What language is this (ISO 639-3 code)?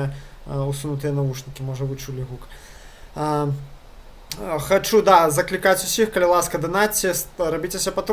bel